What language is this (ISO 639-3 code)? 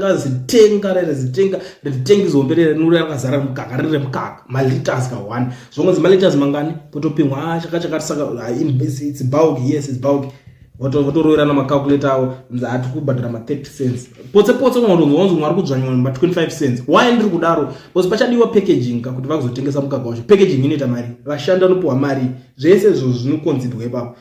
sna